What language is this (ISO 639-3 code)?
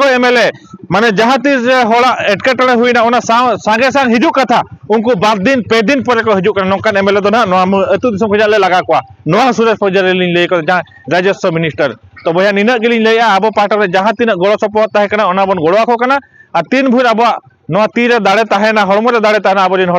sat